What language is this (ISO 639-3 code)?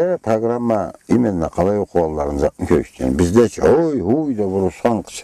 krc